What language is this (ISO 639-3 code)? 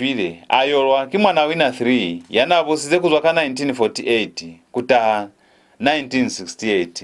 loz